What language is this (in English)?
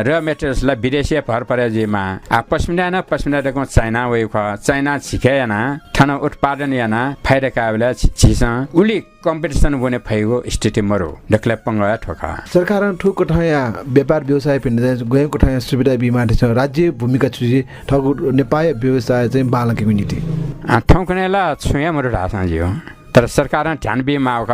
Newari